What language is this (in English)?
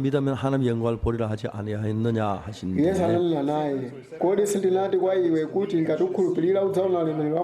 Nyanja